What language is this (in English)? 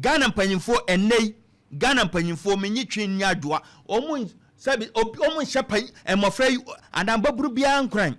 Akan